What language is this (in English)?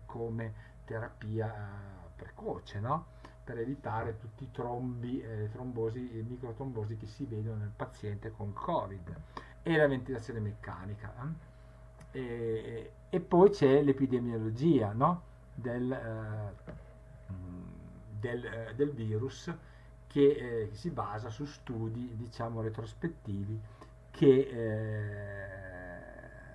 Italian